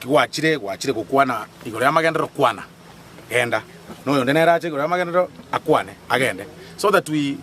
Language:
Gusii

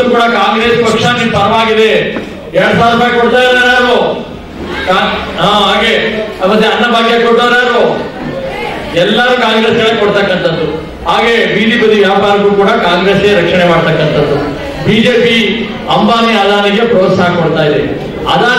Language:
Kannada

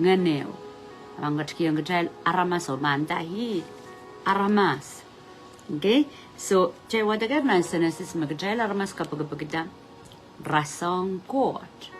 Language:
Pohnpeian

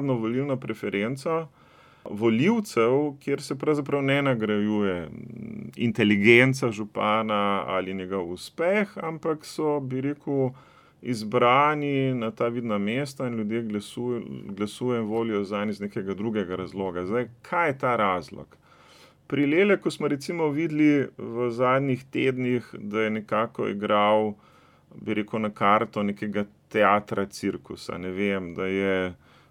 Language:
Slovenian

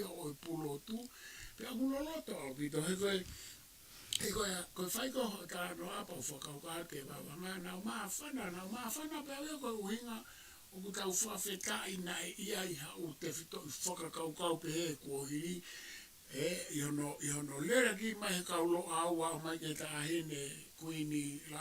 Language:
Tongan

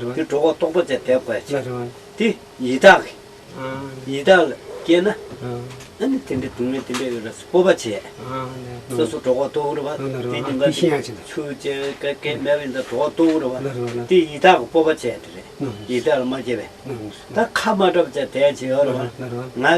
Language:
Tibetan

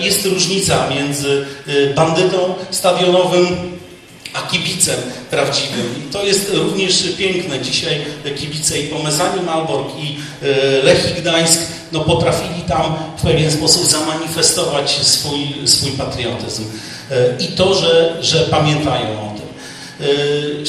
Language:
Polish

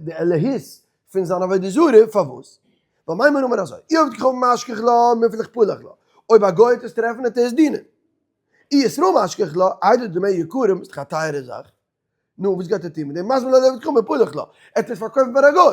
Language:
Yiddish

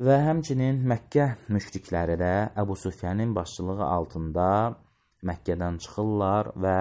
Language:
Azerbaijani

